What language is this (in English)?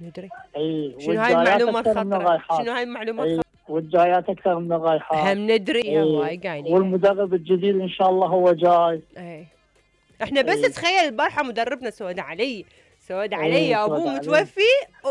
Mesopotamian Arabic